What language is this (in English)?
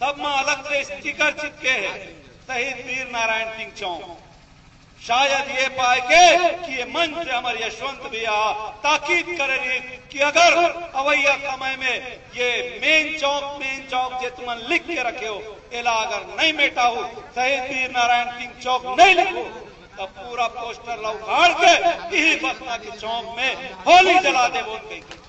Chhattisgarhi